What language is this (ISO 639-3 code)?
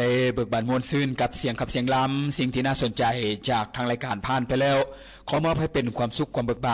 lao